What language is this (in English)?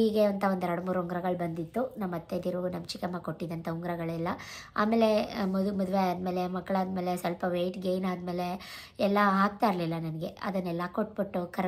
Kannada